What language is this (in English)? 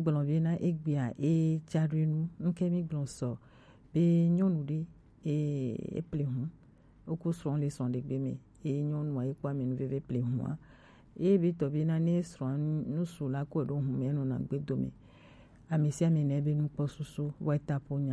Gen